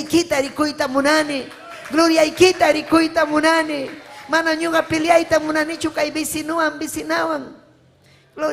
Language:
Ayacucho Quechua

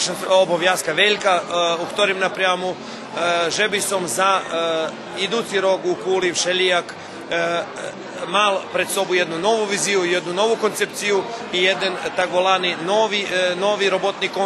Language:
Rusyn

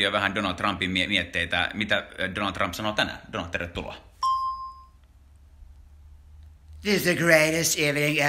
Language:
Finnish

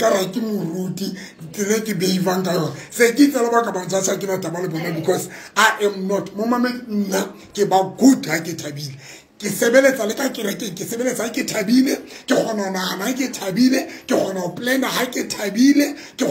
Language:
Tswana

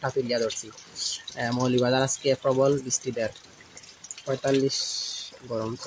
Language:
Sylheti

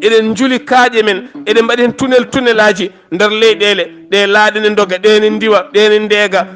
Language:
Fula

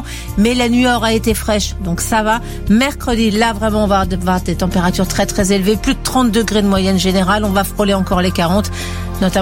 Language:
French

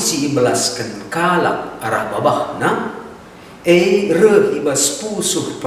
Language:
Batak Karo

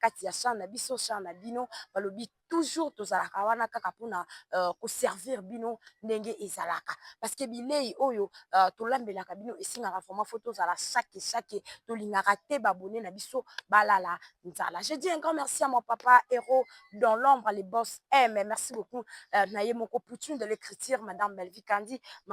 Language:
Lingala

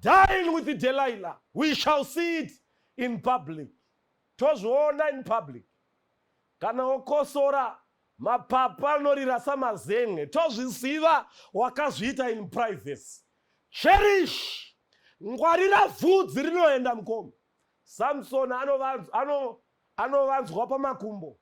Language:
Shona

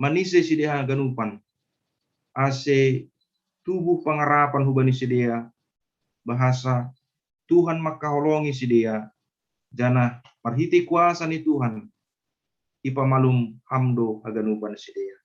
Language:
Batak Simalungun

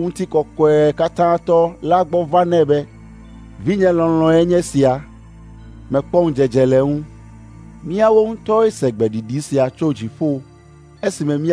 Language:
Ewe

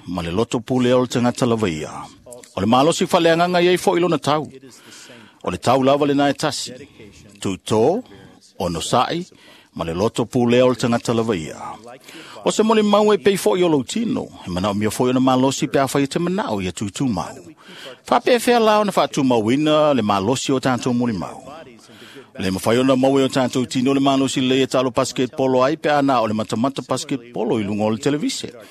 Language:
Samoan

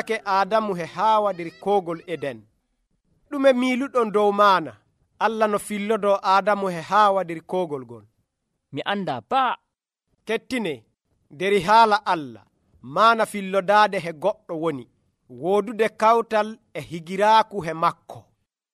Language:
Nigerian Fulfulde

